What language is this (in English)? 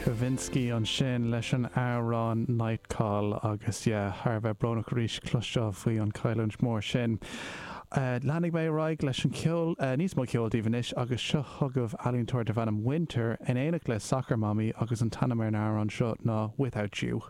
Irish